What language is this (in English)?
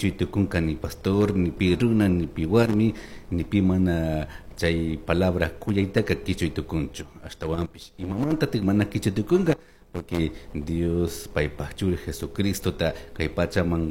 Chimborazo Highland Quichua